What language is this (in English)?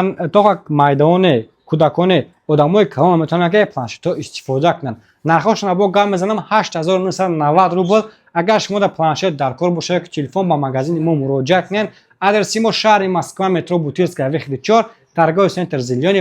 Tajik